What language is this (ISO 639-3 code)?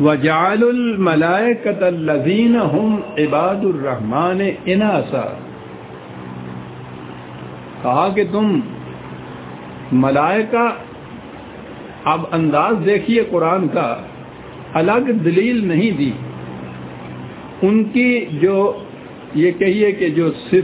urd